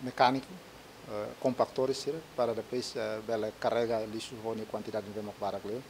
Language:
Tetum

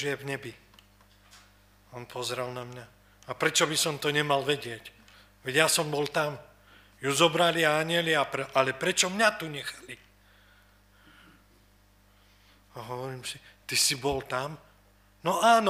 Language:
Slovak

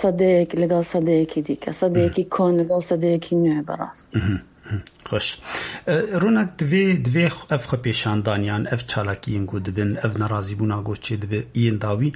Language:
Kurdish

